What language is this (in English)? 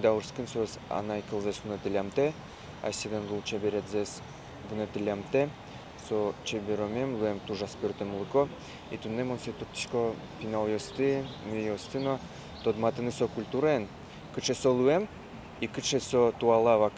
Udmurt